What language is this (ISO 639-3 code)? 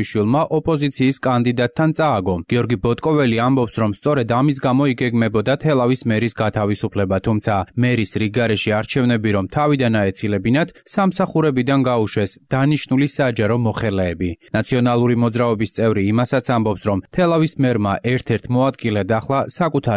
kat